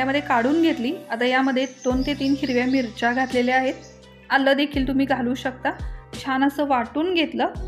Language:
Marathi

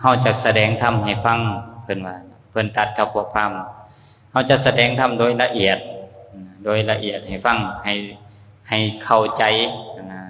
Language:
Lao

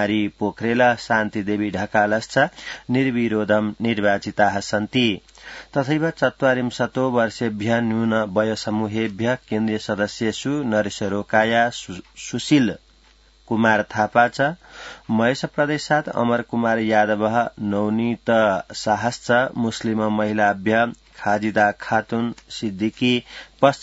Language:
Sanskrit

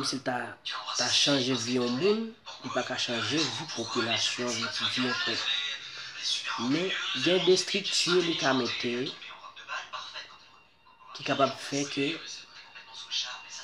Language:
Haitian Creole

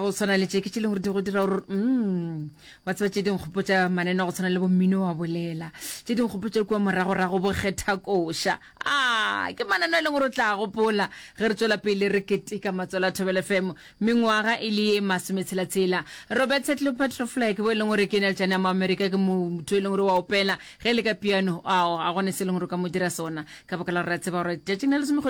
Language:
Northern Sotho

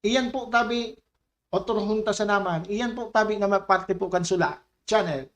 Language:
Bikol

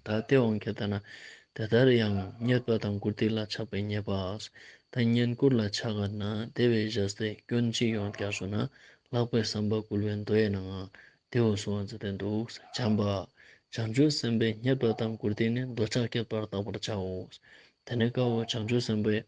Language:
Ladakhi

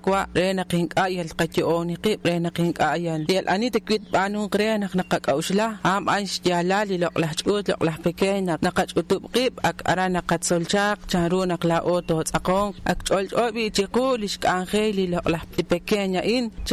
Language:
Kekchí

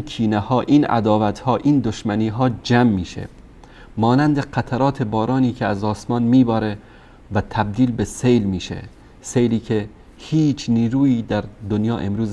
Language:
Persian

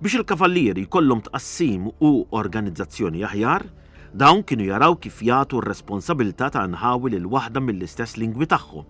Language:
Maltese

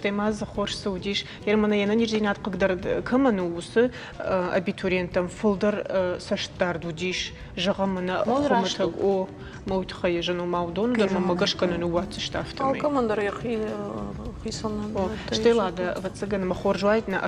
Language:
Ossetic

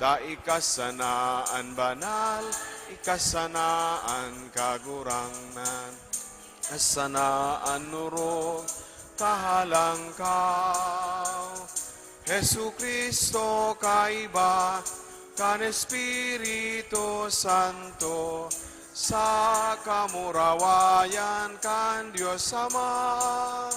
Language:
Bikol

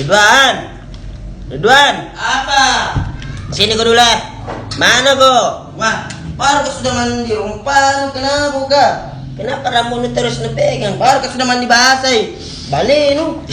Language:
Makassar Malay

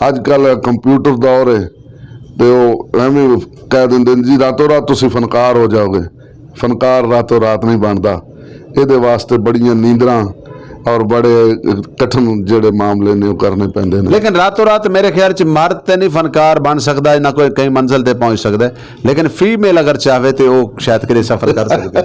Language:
Saraiki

